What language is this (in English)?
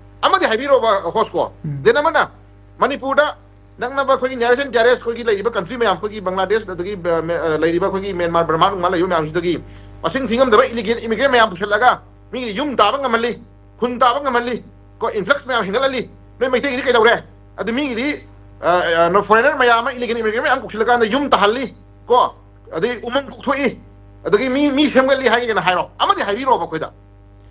Manipuri